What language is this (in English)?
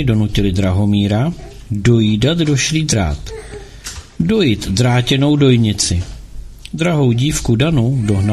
Czech